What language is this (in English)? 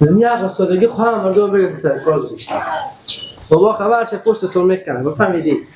Persian